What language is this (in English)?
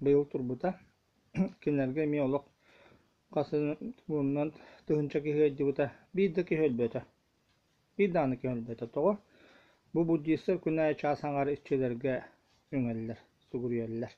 Yakut